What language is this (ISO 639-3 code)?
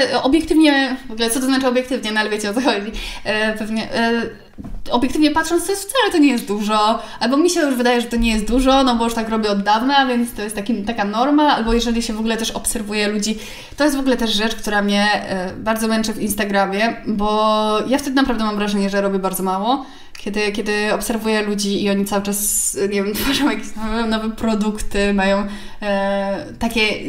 pol